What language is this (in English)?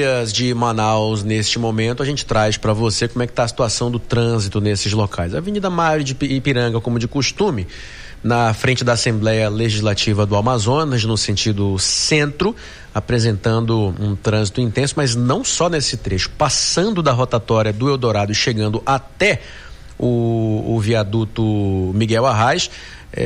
Portuguese